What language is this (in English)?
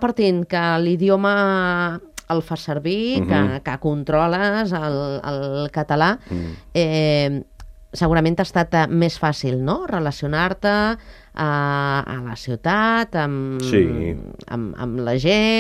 Catalan